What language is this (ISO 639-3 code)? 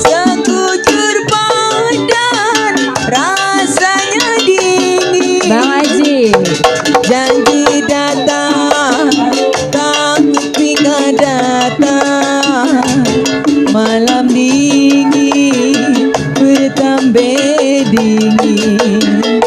bew